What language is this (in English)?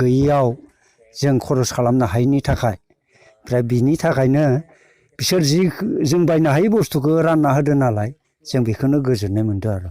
Bodo